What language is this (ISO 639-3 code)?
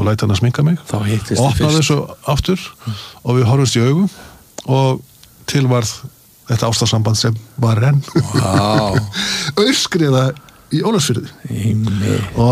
isl